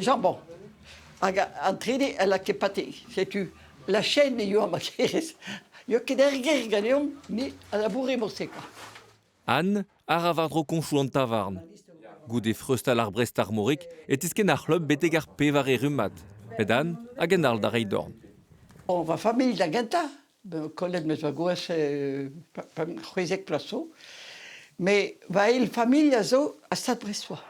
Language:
Breton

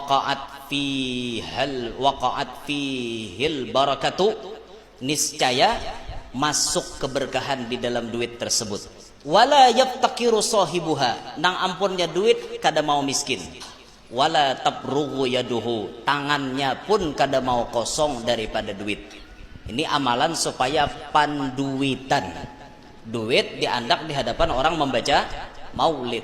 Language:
Banjar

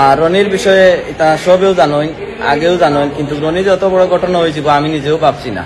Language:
Sylheti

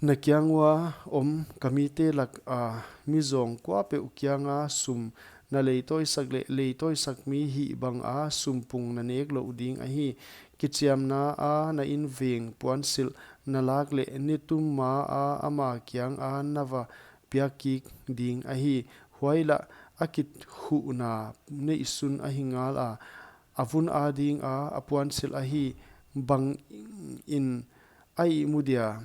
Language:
Paite Chin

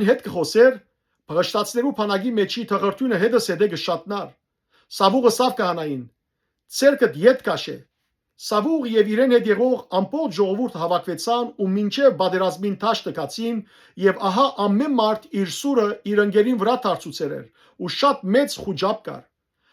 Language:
Western Armenian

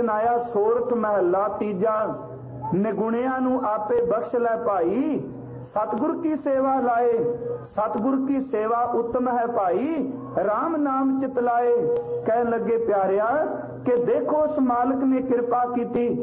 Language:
Punjabi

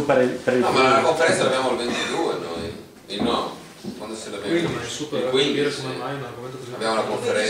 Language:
Italian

